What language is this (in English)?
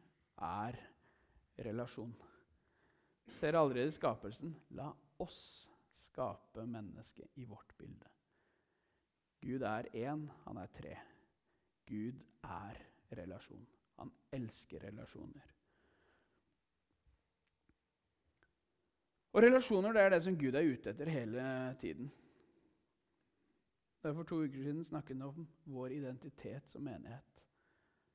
Norwegian